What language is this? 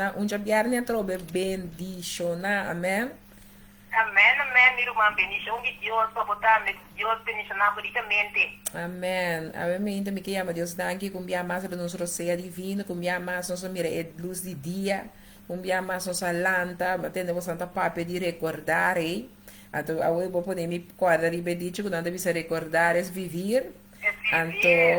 Papiamento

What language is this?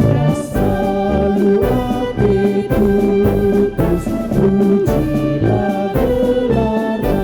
Batak Karo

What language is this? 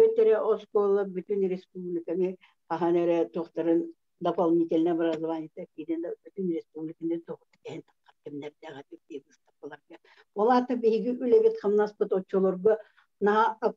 Yakut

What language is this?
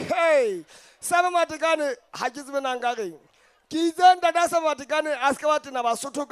Southern Sotho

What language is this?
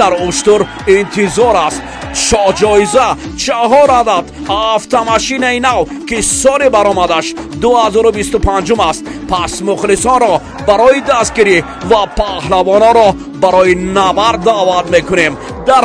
Tajik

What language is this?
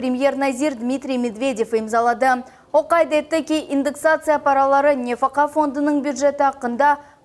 Crimean Tatar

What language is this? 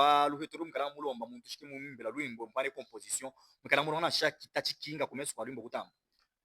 Luba-Katanga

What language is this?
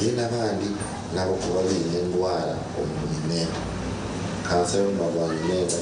Nyankole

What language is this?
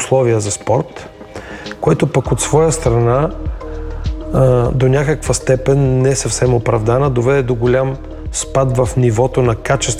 Bulgarian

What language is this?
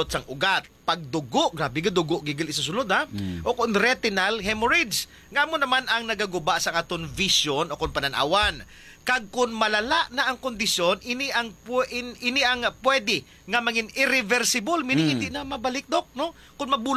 Hiligaynon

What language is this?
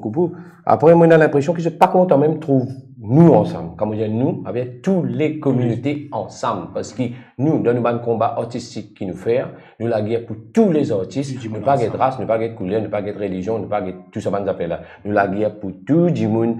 Morisyen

